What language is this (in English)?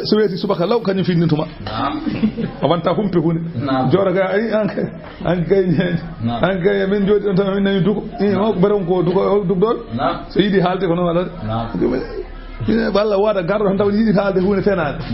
Fula